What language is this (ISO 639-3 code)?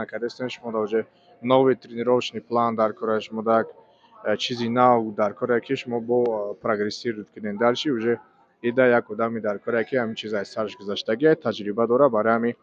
tgk